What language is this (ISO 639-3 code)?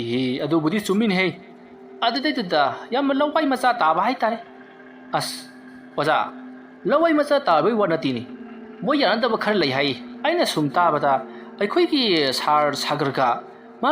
mni